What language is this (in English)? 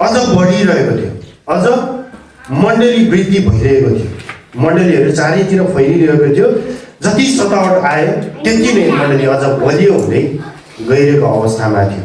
Nepali